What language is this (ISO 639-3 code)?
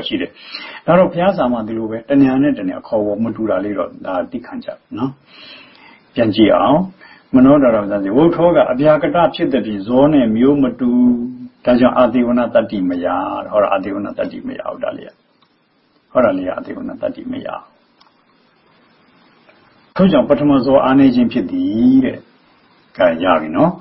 mya